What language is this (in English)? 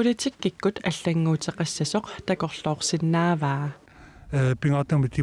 Kalaallisut